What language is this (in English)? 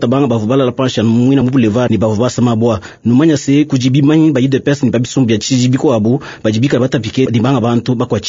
Luba-Lulua